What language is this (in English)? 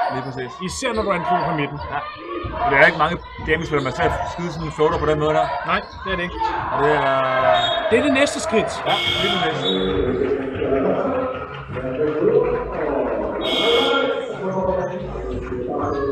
Danish